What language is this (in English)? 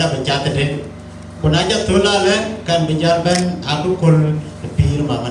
Dinka